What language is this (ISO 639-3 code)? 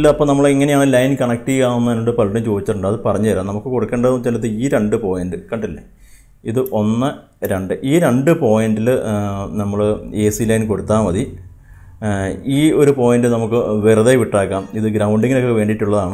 mal